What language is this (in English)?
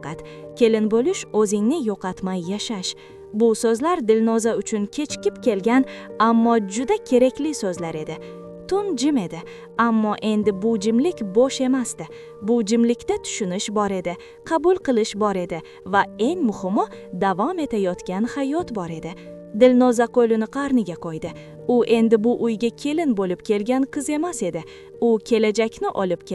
Uzbek